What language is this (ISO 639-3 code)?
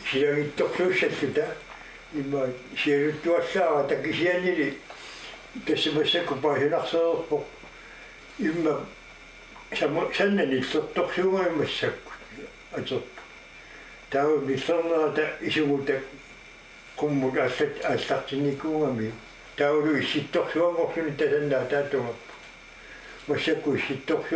kal